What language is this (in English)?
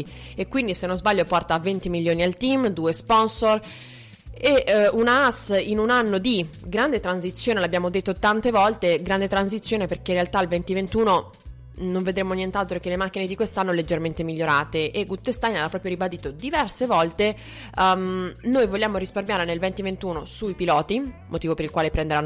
Italian